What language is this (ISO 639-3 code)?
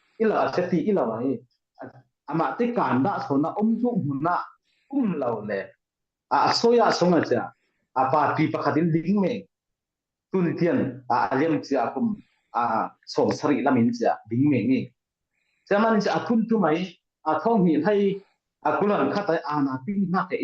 cfm